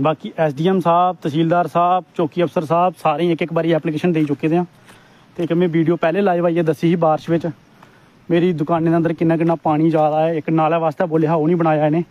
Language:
Dogri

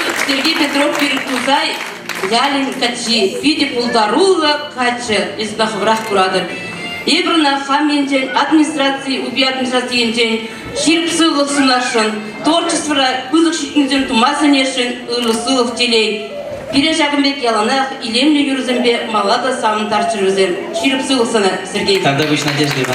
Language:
Chuvash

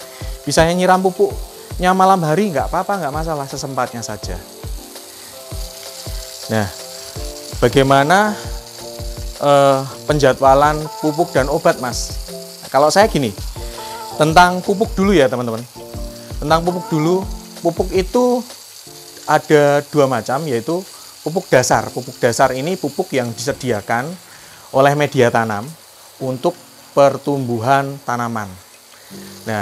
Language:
Indonesian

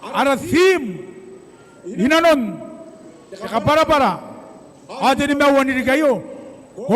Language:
Gilbertese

